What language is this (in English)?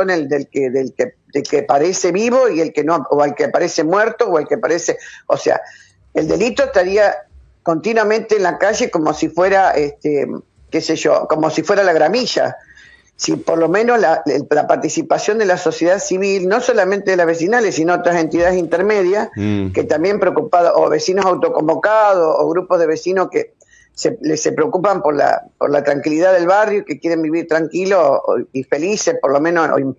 Spanish